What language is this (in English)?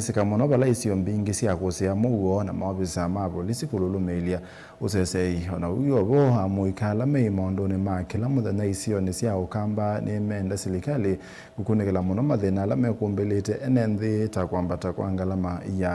Kamba